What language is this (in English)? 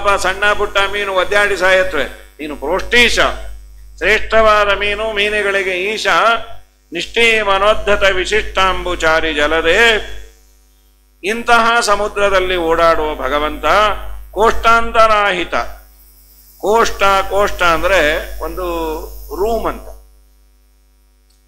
Kannada